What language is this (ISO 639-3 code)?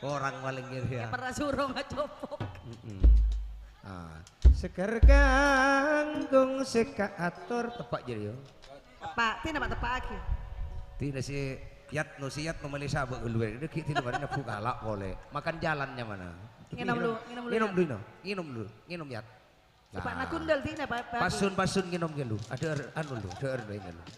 mad